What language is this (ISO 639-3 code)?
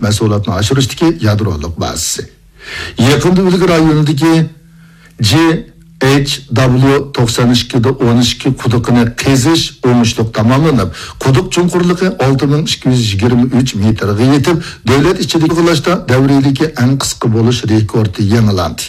uig